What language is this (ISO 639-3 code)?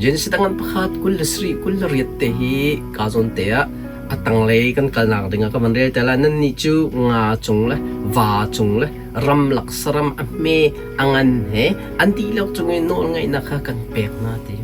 cnh